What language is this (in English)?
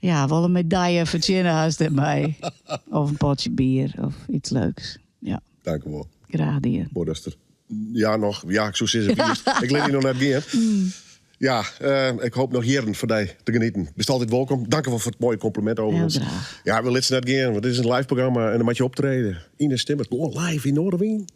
Western Frisian